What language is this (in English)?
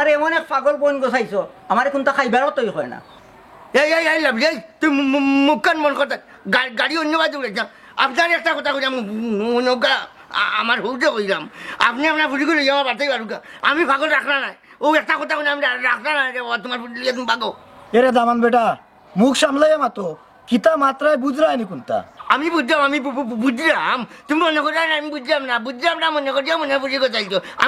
Sylheti